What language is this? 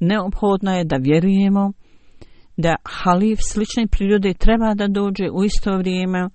Bosnian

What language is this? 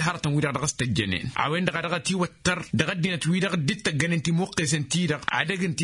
Tamasheq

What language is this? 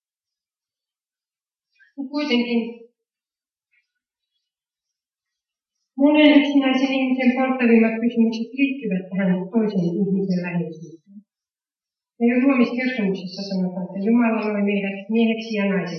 Finnish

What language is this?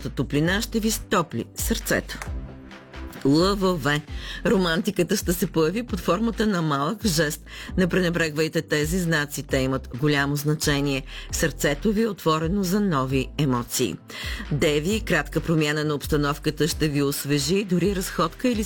Bulgarian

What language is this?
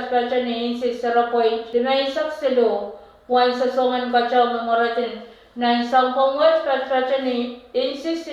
Pohnpeian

